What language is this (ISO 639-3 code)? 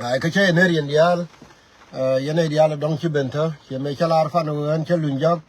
nus